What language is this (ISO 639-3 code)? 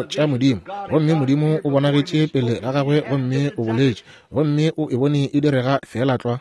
nso